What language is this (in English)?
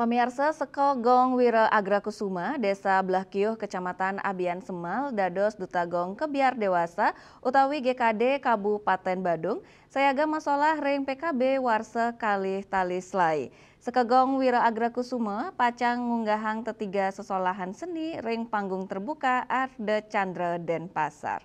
Balinese